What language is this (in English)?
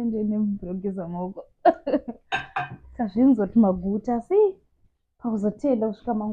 Shona